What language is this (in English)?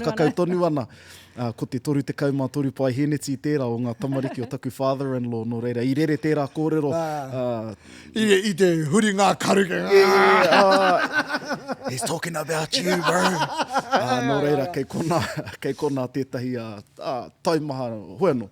Māori